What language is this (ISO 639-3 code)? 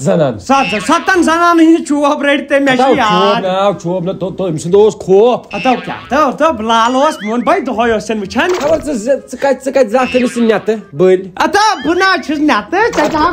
kas